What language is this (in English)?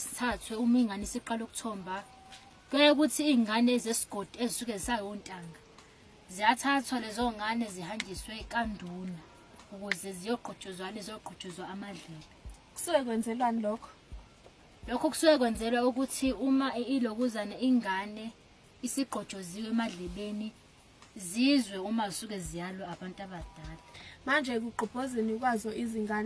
Zulu